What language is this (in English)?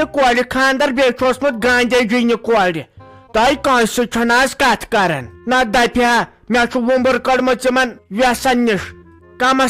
Kashmiri